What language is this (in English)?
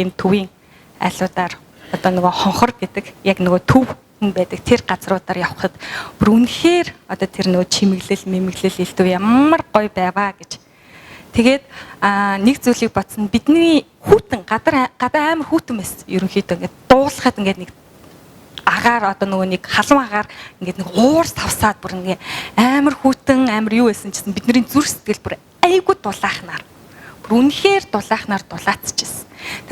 Mongolian